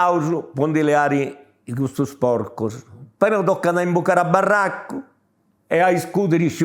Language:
Sardinian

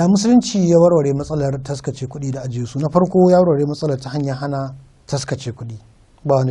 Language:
Hausa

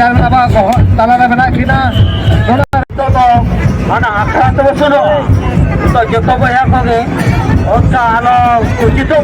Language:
Santali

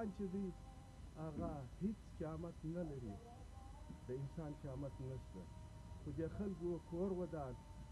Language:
Pashto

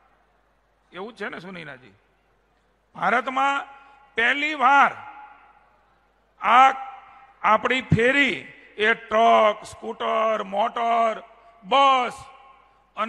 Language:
Gujarati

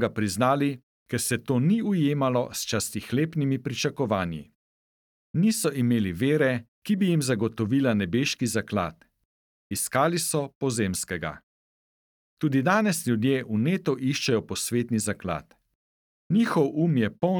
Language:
Slovenian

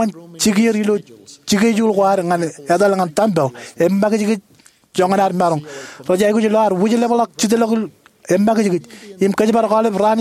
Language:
Marshallese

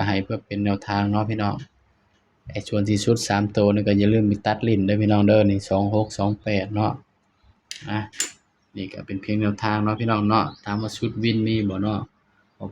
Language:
Northeastern Thai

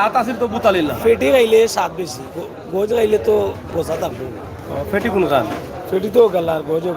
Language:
Sylheti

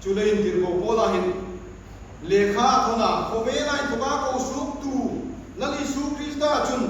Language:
Hmar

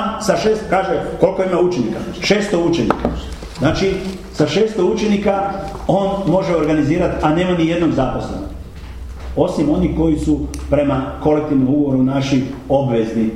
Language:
Croatian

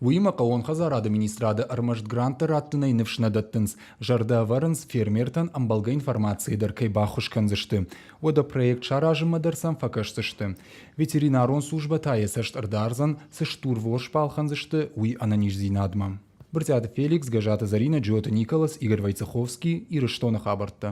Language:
Ossetic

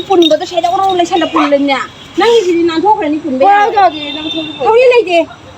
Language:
Manipuri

